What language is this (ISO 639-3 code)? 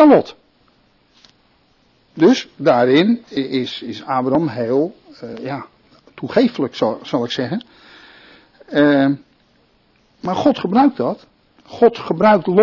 nld